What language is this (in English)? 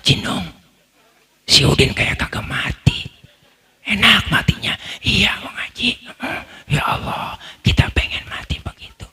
Betawi